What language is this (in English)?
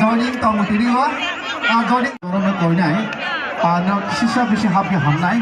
Kok Borok